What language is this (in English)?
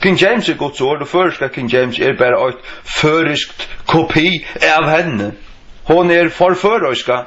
Faroese